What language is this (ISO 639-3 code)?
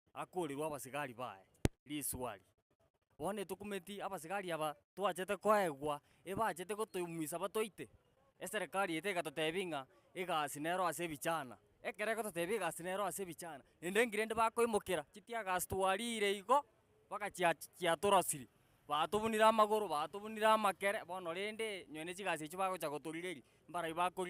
guz